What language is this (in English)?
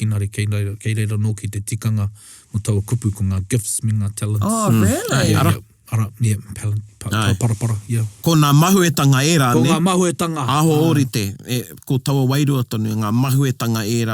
Māori